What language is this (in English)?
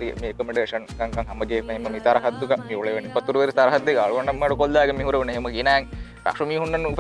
Divehi